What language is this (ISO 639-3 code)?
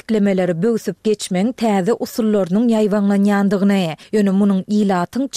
tuk